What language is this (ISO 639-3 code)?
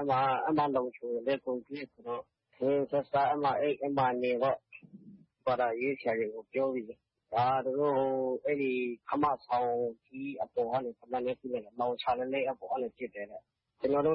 mya